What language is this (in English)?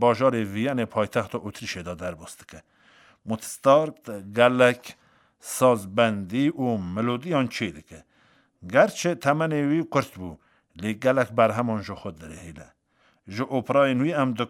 Kurdish